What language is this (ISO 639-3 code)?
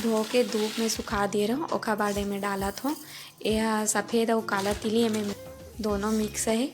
hne